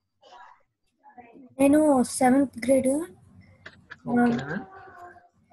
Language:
Telugu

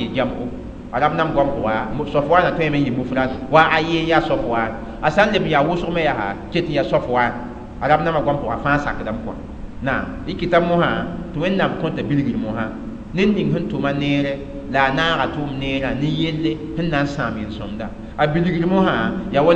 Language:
Mossi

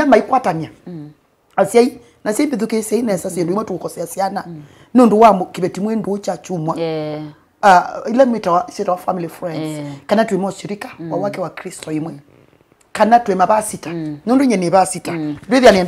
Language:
Kamba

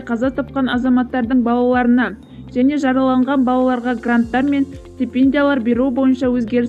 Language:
Kazakh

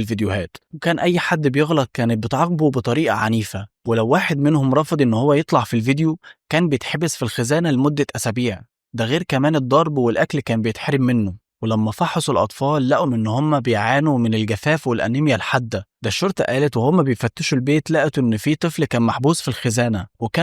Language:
Egyptian Arabic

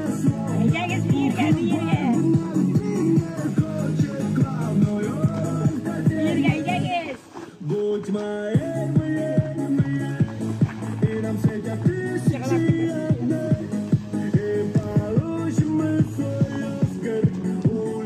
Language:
Tatar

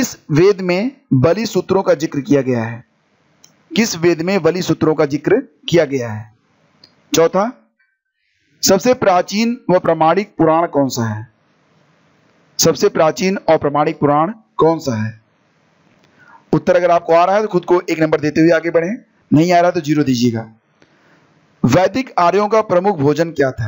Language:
Hindi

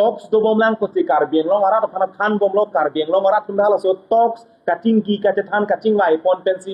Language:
Karbi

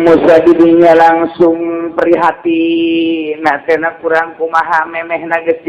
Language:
Sundanese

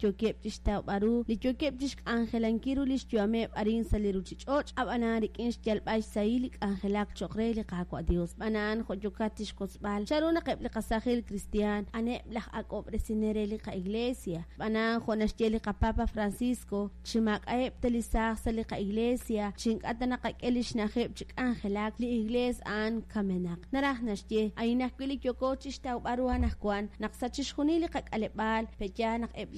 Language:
Kekchí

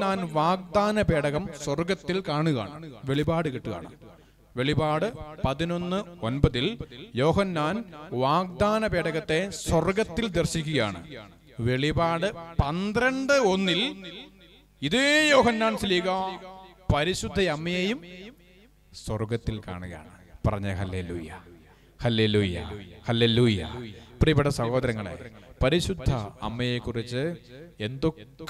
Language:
Malayalam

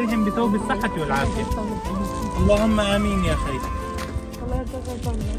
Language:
Arabic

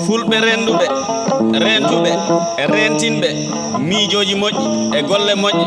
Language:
Fula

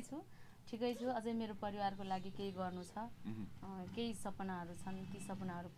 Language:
Nepali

